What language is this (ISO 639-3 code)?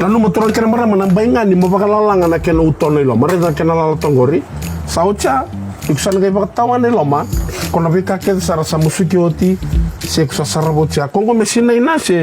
fij